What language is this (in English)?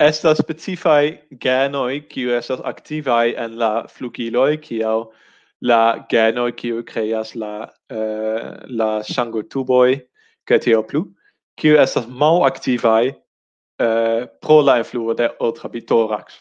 Esperanto